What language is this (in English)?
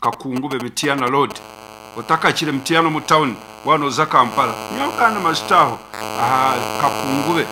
Nyankole